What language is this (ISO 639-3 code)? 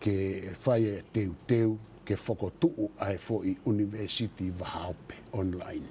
ton